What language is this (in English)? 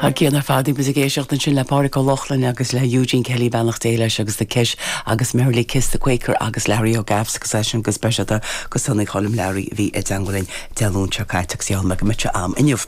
Irish